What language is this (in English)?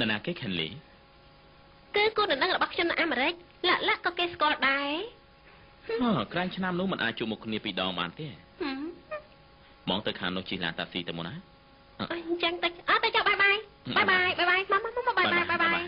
Khmer